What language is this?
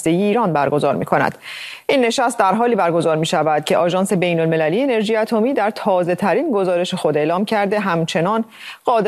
Persian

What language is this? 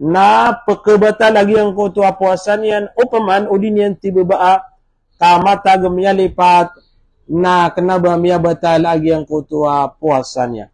Maranao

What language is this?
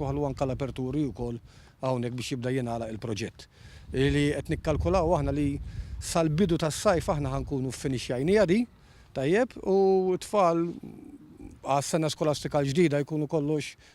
Maltese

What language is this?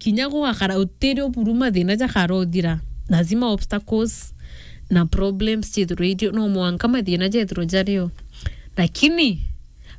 Meru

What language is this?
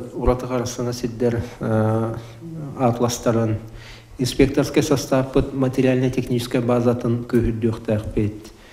Yakut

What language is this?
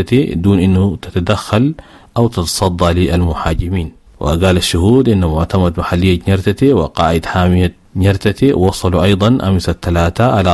Sudanese Arabic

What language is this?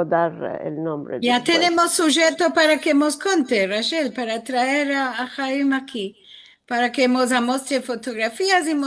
Ladino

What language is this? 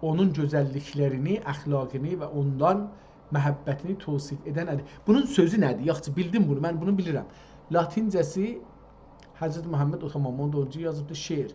South Azerbaijani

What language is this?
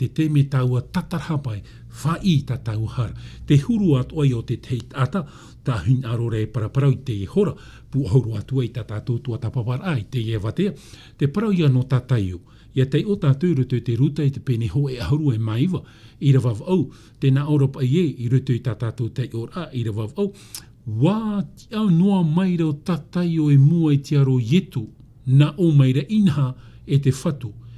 Tahitian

